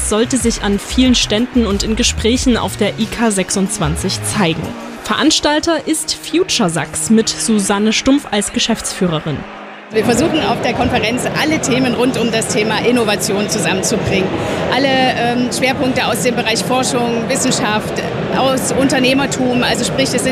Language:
German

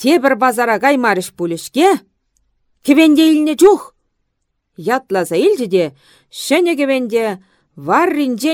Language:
Chuvash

